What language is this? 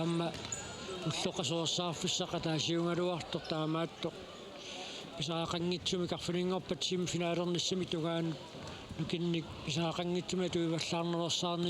Kalaallisut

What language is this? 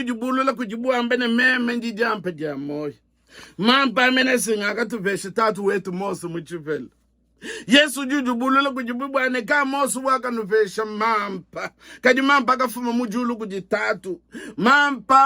Luba-Lulua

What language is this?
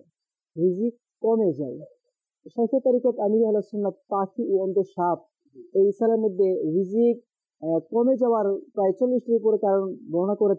Bangla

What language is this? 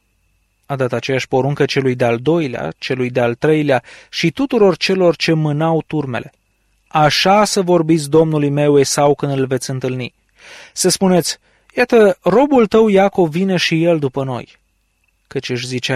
Romanian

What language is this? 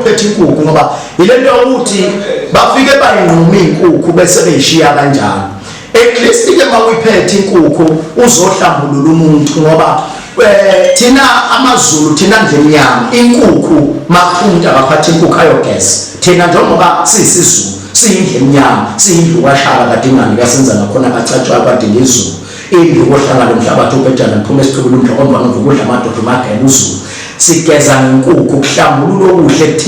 Zulu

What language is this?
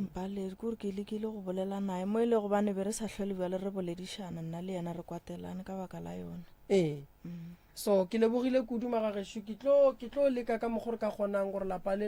Northern Sotho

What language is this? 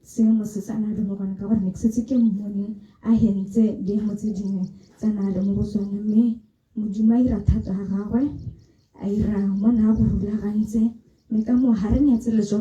Tswana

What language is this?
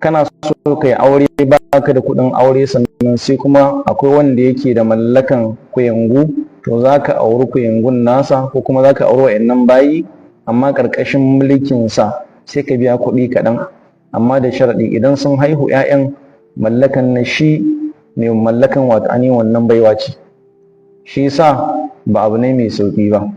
Hausa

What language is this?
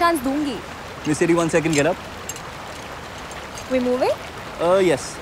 Hindi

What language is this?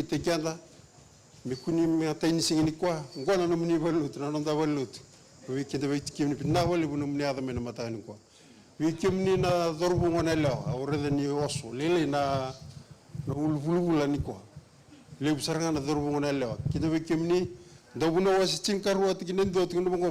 Fijian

